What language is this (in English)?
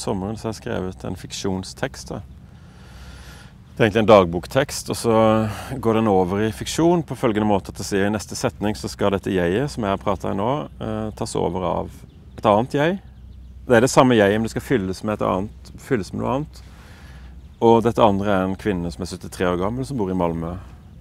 Norwegian